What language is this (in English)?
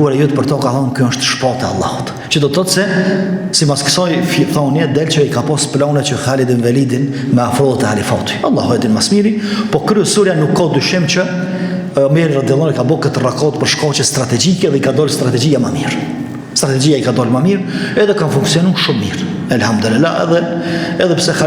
Albanian